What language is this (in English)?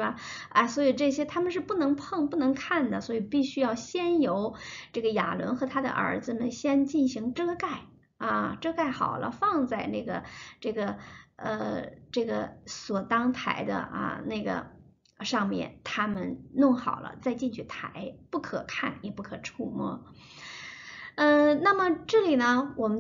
Chinese